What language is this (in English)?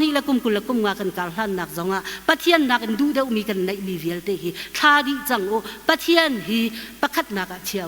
Hakha Chin